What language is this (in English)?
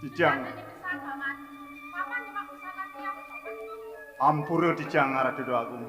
Balinese